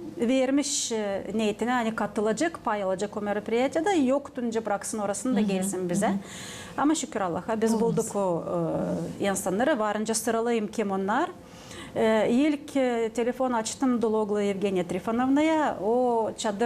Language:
Gagauz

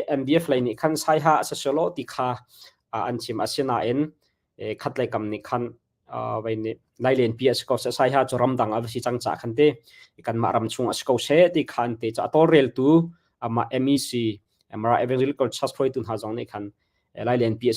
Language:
Hakha Chin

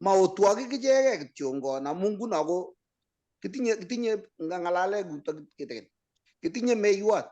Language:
Kalenjin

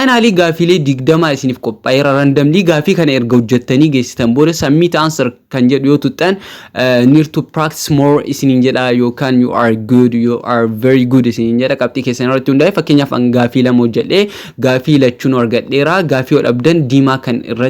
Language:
Oromo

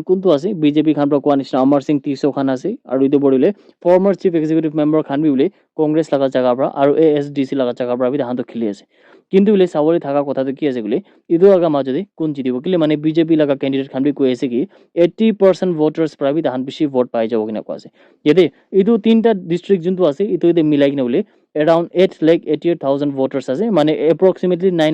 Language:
Naga Pidgin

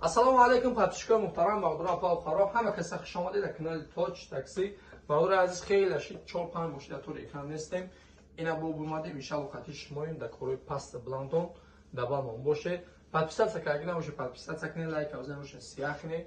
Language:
Tajik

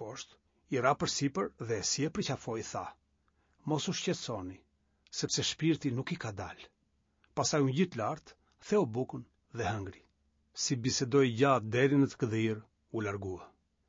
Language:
Albanian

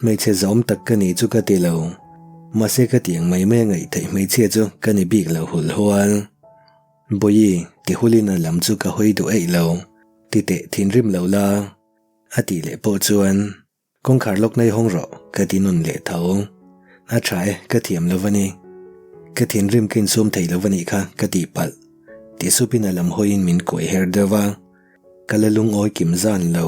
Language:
Mizo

